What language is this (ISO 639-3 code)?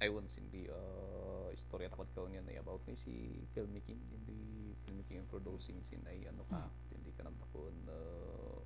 kne